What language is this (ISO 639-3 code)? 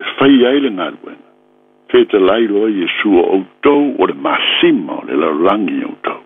smo